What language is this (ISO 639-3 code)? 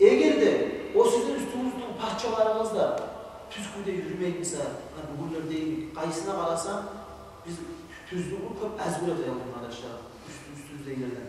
kum